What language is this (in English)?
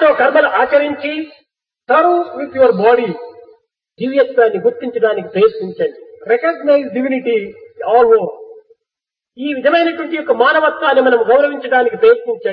Telugu